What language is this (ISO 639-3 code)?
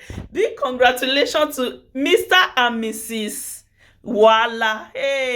pcm